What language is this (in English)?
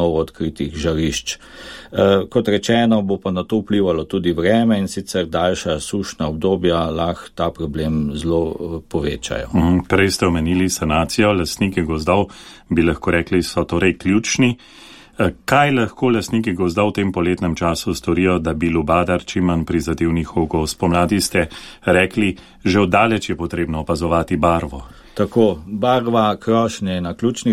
Slovenian